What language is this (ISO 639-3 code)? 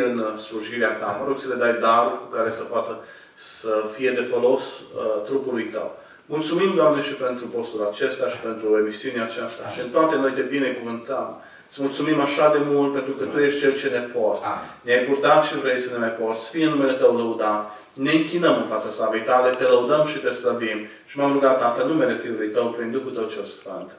ron